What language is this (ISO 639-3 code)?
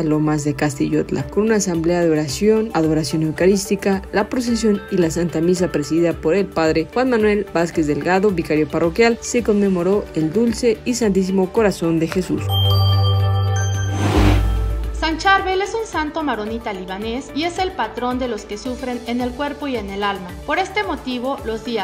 spa